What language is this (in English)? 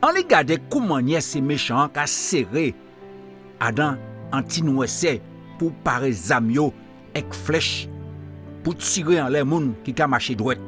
Guadeloupean Creole French